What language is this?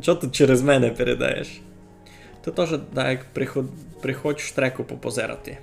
Rusyn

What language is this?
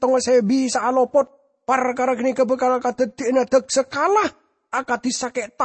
Madurese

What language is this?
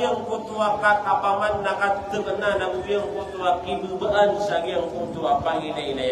Maranao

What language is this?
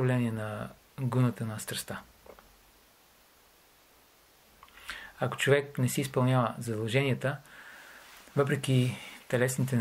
Bulgarian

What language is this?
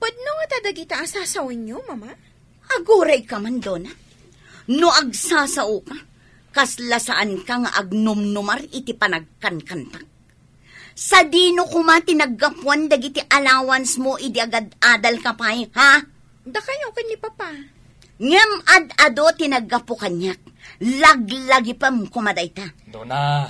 Iloko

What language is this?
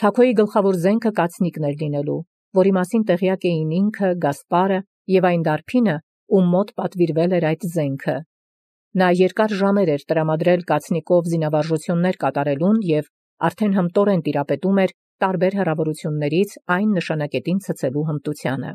Armenian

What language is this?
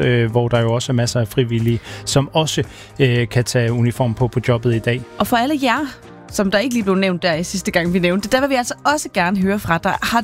Danish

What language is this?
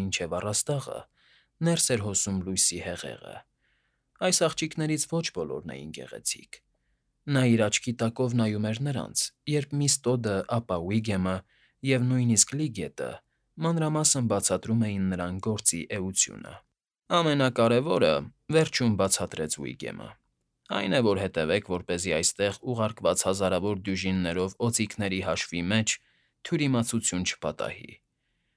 Armenian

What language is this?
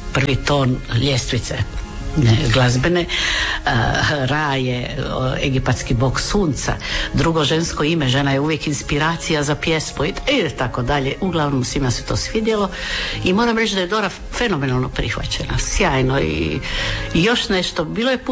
Croatian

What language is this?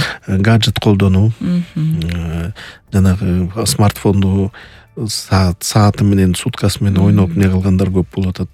Kyrgyz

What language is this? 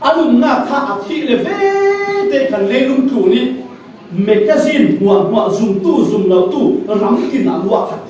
Falam Chin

